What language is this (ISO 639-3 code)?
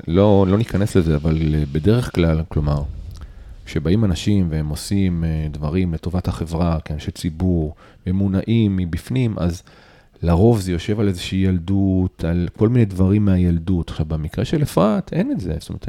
heb